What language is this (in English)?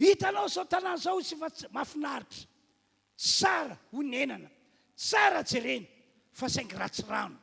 Malagasy